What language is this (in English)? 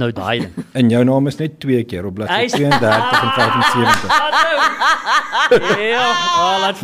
Afrikaans